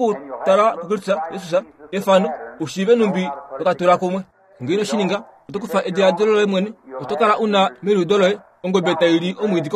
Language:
Kuanyama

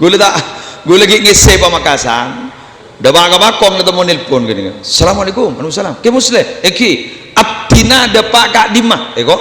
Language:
Madurese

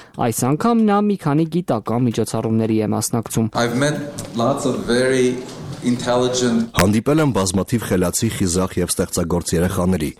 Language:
Armenian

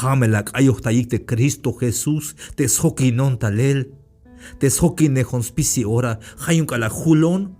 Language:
Tzeltal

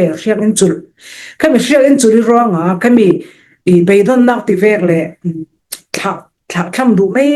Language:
Falam Chin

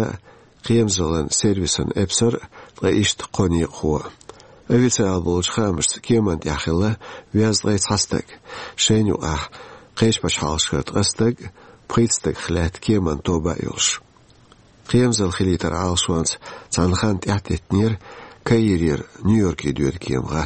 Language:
Chechen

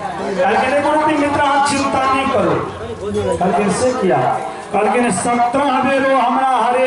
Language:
Maithili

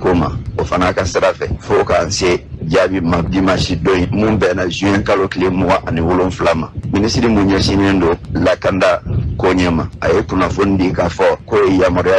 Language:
Bambara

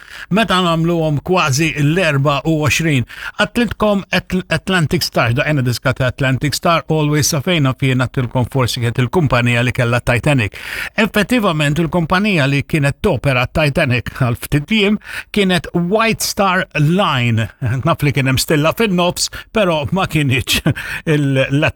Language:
Maltese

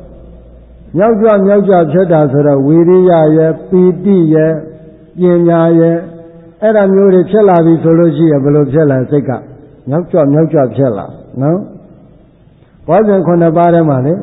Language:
Burmese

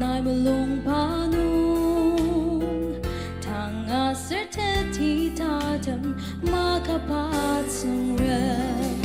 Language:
Ao Naga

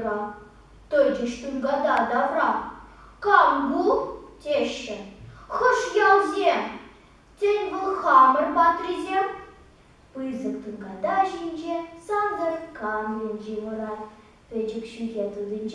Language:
Chuvash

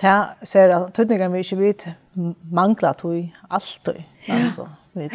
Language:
Faroese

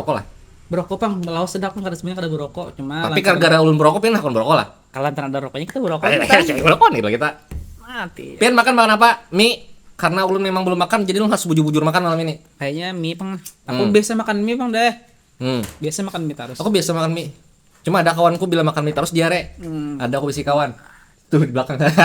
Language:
Banjar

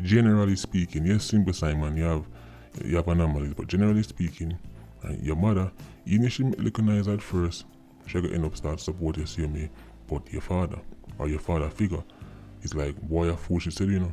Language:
Jamaican Creole English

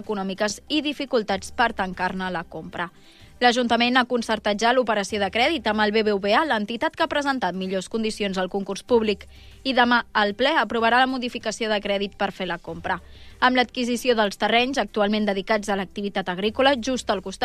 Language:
Catalan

